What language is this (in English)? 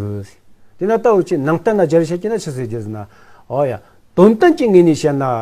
Tibetan